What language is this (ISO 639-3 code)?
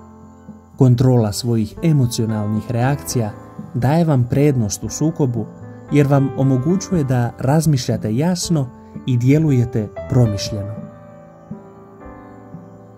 hrv